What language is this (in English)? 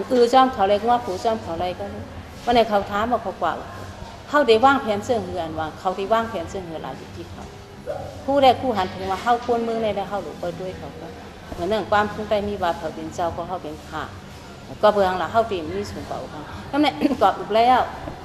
Shan